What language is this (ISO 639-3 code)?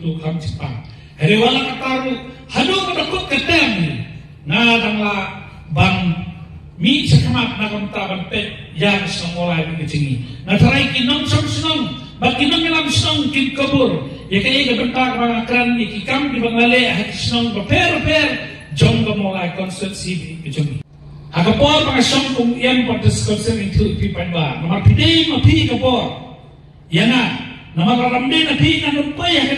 kha